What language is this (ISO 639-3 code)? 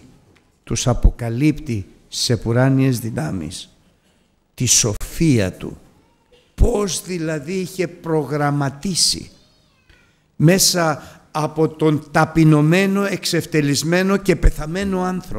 ell